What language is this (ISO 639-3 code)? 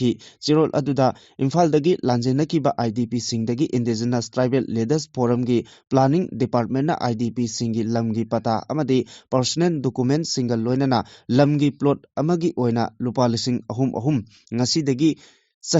mni